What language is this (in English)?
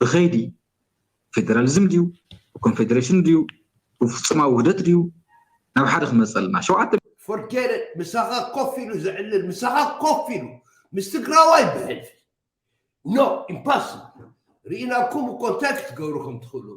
Tigrinya